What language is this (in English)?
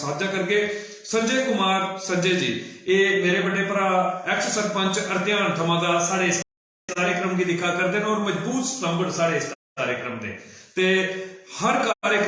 Dogri